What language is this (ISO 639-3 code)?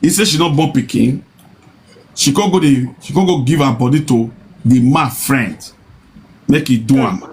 pcm